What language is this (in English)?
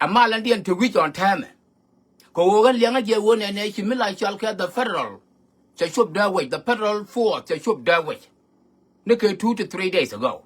Nuer